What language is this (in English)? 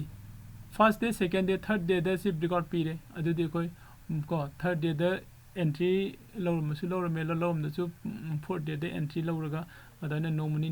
Manipuri